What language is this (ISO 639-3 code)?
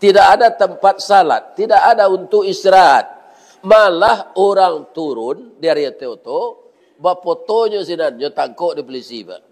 min